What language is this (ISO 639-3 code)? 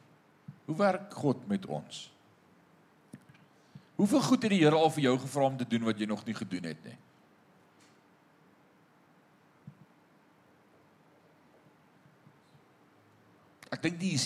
afr